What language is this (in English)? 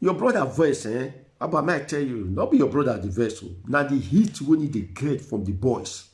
Nigerian Pidgin